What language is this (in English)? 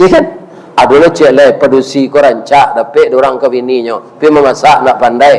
Minangkabau